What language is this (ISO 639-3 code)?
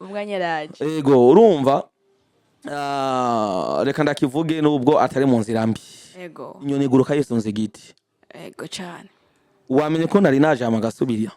run